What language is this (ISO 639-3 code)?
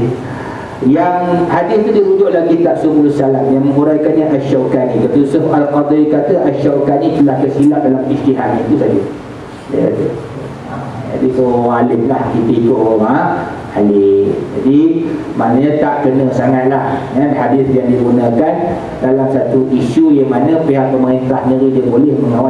msa